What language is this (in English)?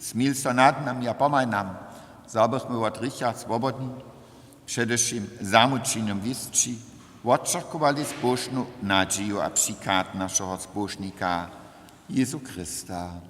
Upper Sorbian